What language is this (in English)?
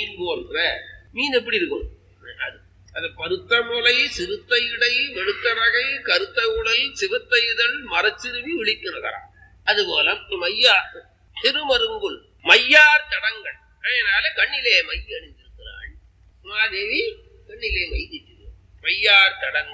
Tamil